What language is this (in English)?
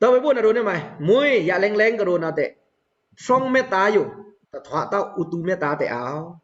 Pa'o Karen